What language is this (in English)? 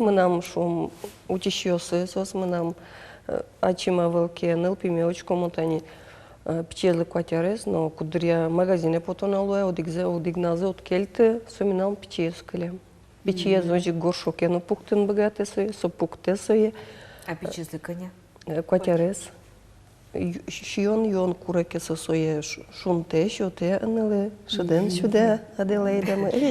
Udmurt